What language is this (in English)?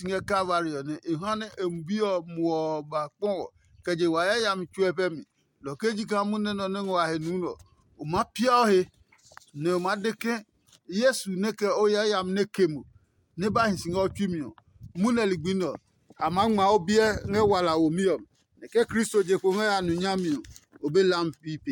Adangme